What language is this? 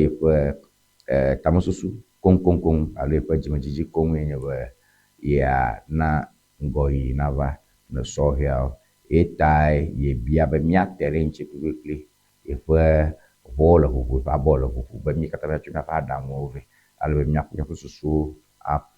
Ewe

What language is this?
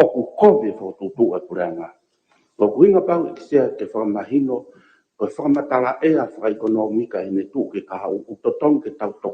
Tongan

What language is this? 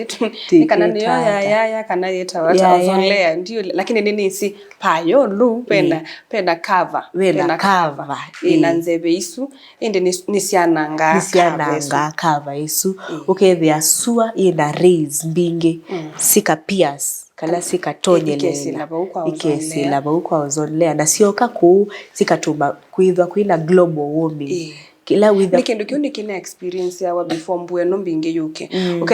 Kamba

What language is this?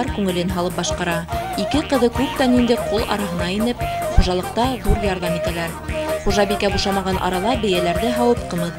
Bashkir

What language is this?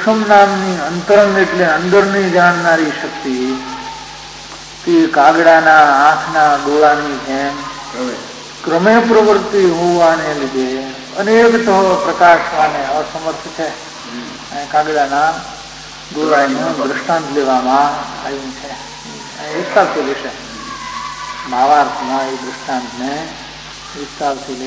Gujarati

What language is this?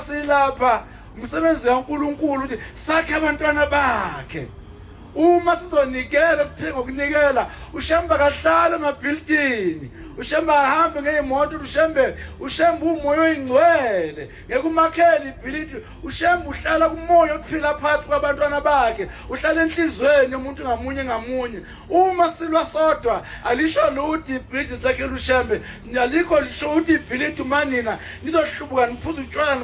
Zulu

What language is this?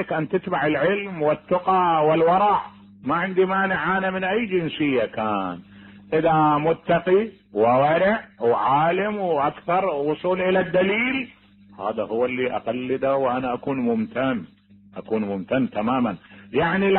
Mesopotamian Arabic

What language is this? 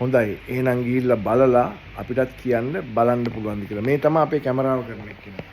Sinhala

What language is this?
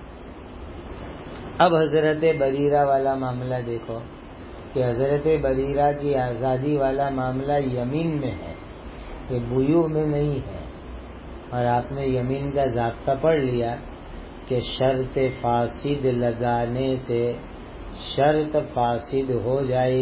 Urdu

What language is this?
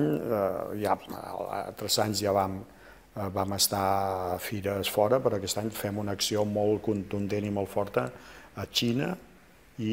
Catalan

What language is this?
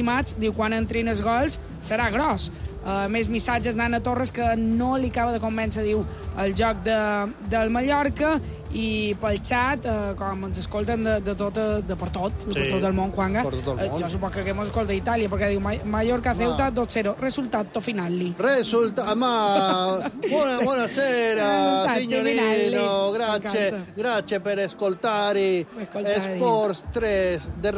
Catalan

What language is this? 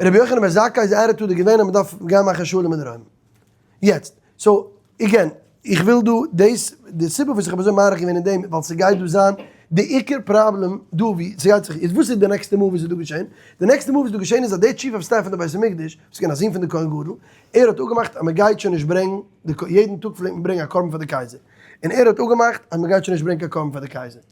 Yiddish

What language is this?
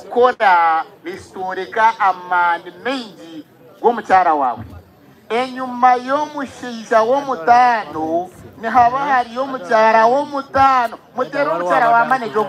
Nyankole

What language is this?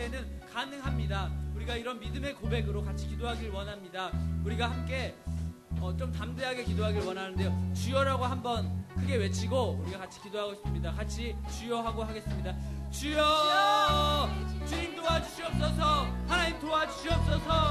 Korean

